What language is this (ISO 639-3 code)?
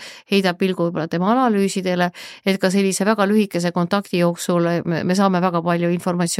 est